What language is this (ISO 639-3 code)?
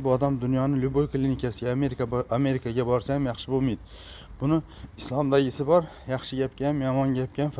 uzb